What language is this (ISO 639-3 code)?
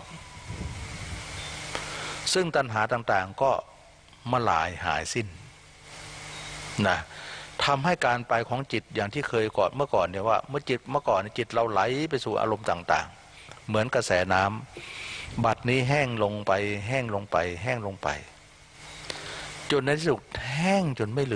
tha